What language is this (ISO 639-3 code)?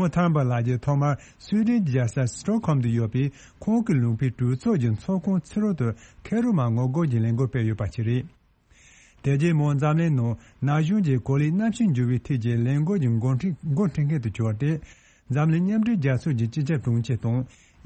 bod